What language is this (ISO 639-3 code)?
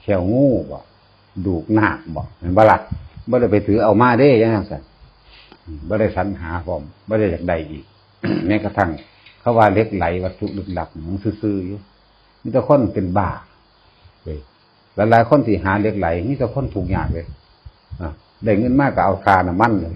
tts